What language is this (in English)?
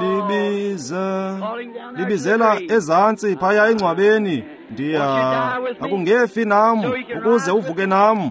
Xhosa